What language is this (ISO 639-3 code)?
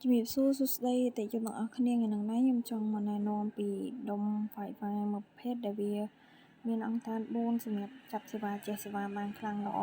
khm